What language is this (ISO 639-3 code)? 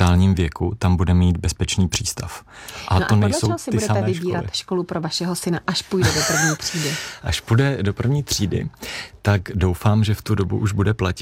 ces